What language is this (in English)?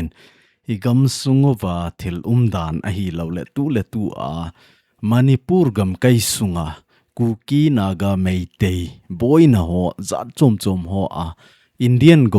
Thado Chin